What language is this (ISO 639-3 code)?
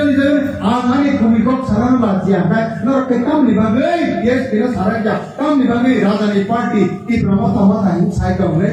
trp